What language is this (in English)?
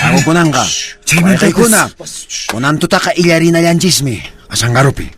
Quechua